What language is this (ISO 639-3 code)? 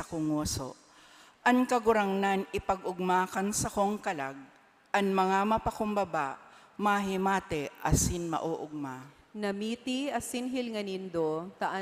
bik